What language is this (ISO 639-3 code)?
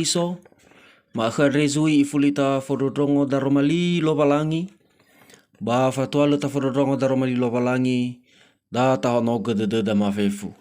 nia